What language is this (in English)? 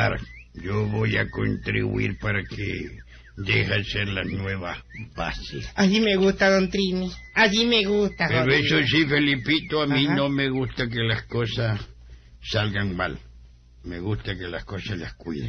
Spanish